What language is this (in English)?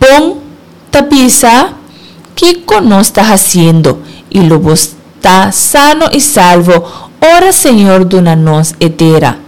Papiamento